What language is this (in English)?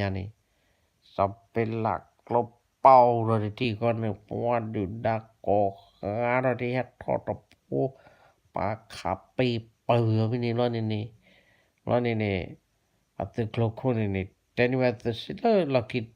S'gaw Karen